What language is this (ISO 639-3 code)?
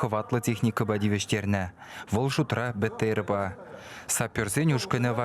chv